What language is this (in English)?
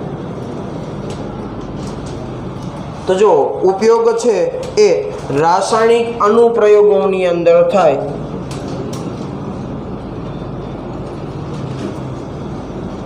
Gujarati